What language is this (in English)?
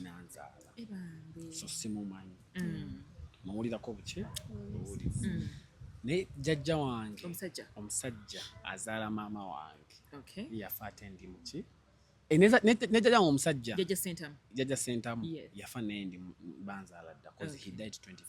Ganda